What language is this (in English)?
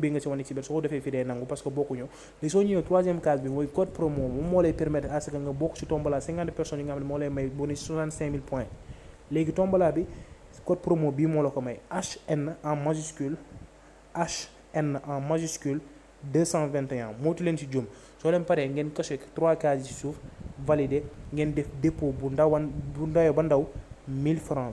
Wolof